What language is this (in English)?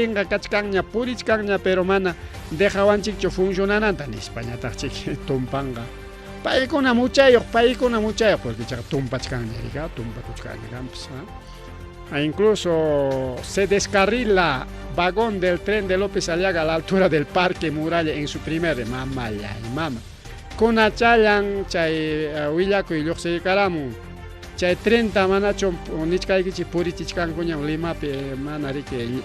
Ayacucho Quechua